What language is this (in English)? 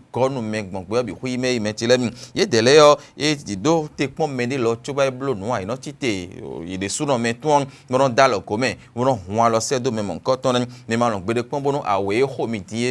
Fon